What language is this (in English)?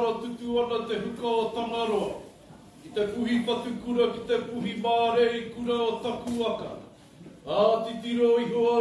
Māori